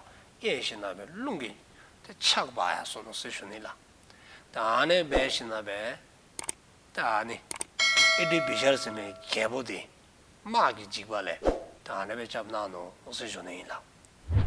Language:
Dzongkha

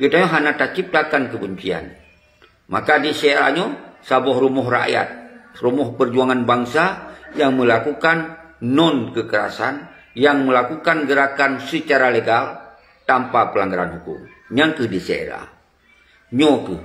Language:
Achinese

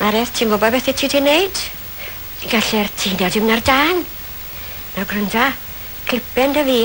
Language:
Welsh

